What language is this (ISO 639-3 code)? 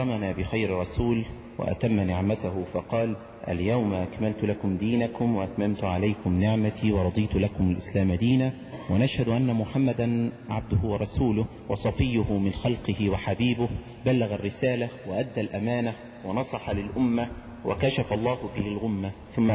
ara